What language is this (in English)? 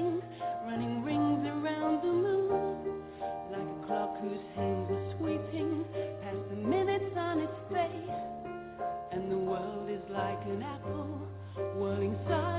English